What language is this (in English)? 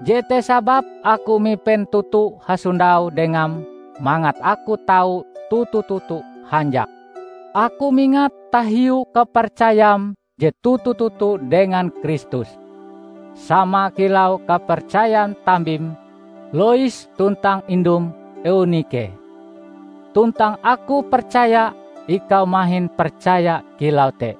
Ngaju